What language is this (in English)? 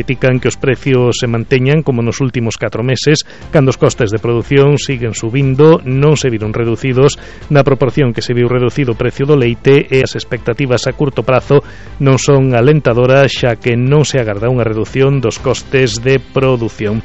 Galician